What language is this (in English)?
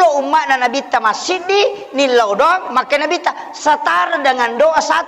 Buginese